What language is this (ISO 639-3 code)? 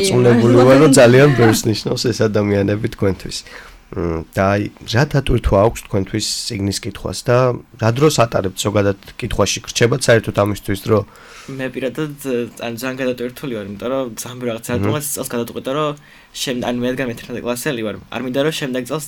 kat